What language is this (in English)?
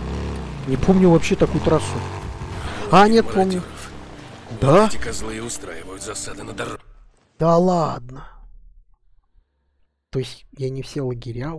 Russian